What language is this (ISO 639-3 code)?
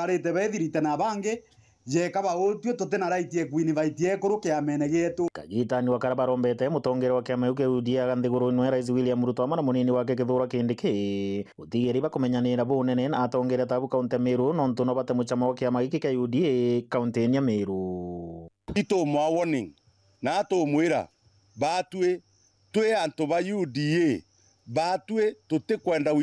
mer